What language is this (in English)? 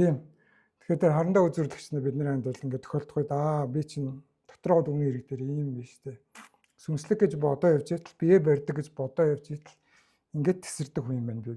Mongolian